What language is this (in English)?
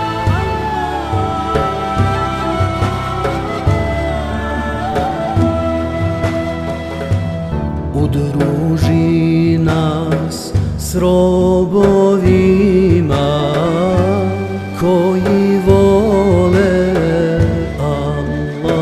Bosnian